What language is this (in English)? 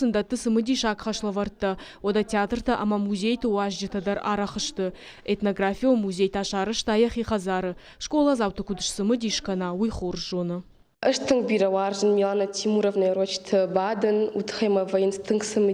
Ossetic